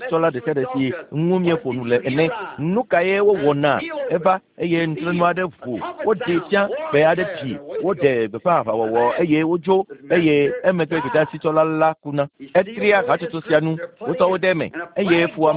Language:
Ewe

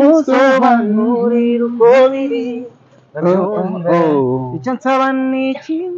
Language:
Kinyarwanda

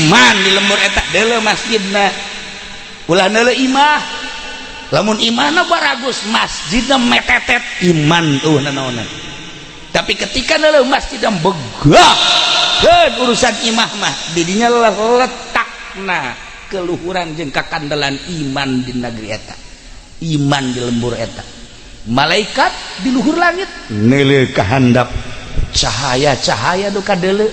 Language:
Sundanese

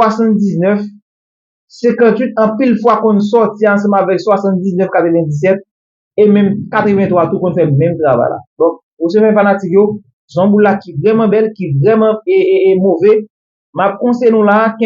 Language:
Haitian Creole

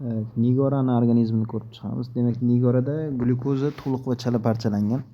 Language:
Uzbek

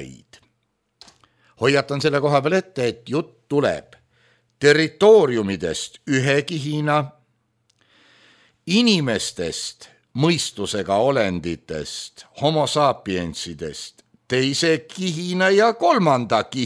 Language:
Estonian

